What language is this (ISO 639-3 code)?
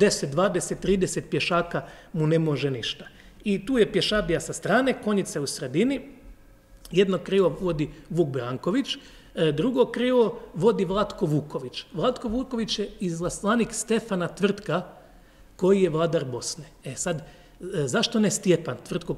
hrv